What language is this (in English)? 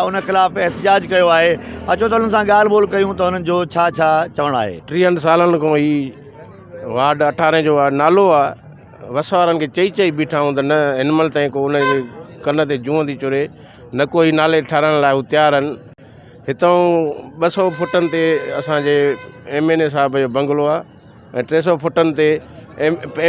Sindhi